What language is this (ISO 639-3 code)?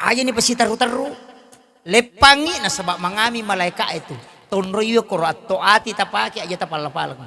bug